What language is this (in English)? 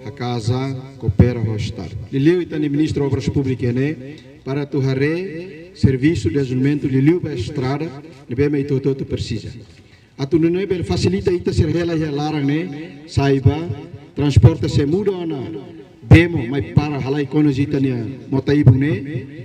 Tetum